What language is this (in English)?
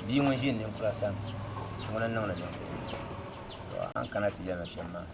Dagbani